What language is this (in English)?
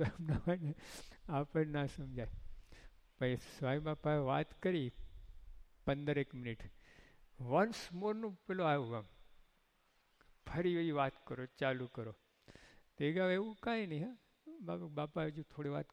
Gujarati